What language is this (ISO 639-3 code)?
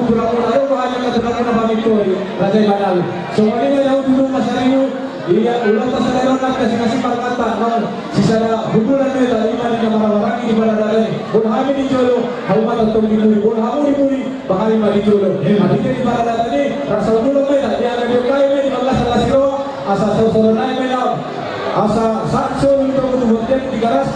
bbc